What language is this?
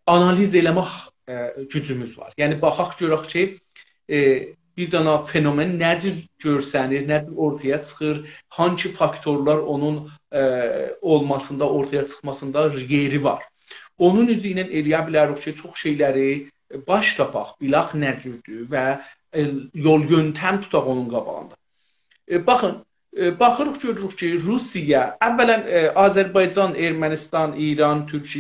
South Azerbaijani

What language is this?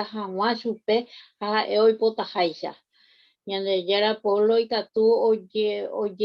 Guarani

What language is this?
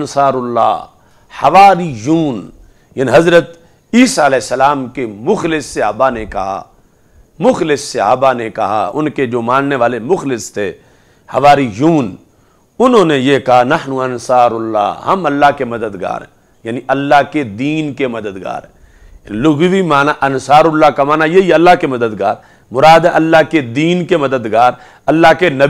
Urdu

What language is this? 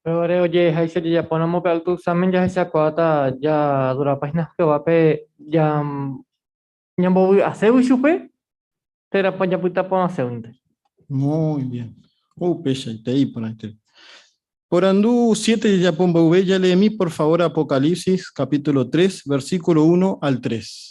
Guarani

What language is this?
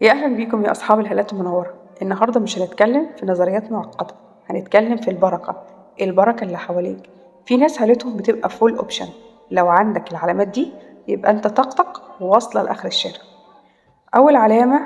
Egyptian Arabic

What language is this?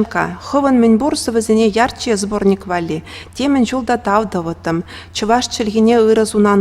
Chuvash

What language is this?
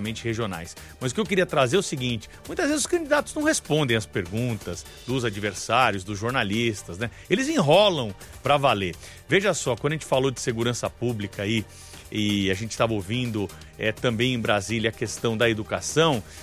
Portuguese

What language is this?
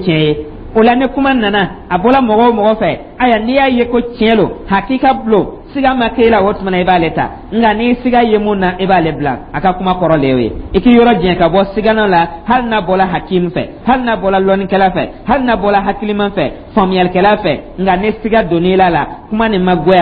Dyula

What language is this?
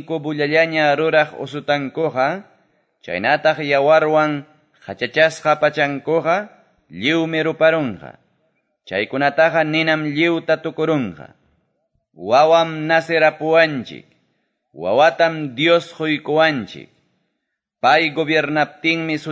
Quechua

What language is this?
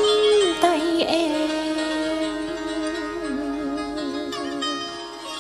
Vietnamese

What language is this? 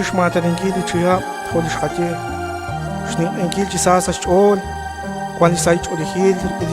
Kekchí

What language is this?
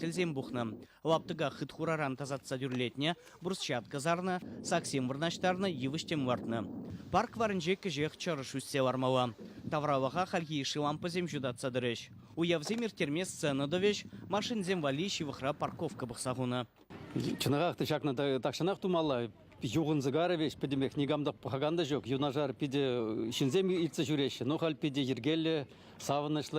Chuvash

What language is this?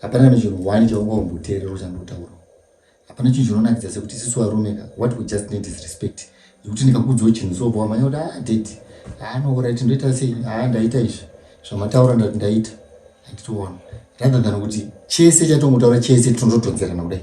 Shona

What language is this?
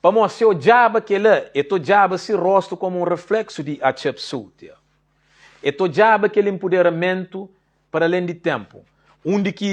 Kabuverdianu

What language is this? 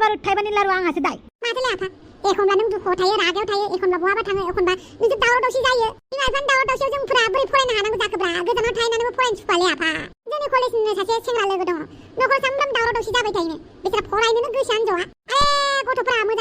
Bodo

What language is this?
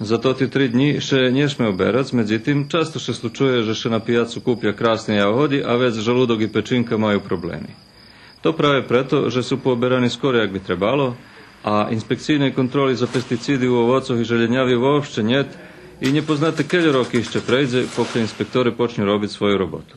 Rusyn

